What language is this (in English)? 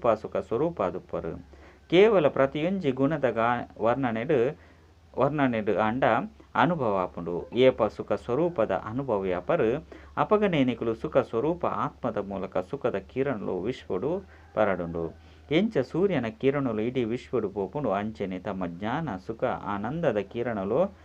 Tulu